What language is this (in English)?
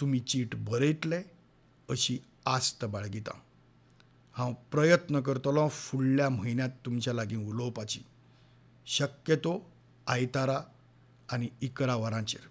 Konkani